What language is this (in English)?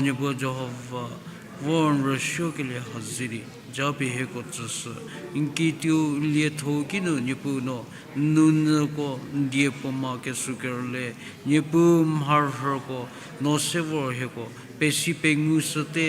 Angami Naga